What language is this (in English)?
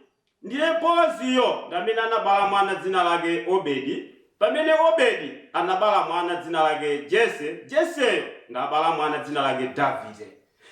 Nyanja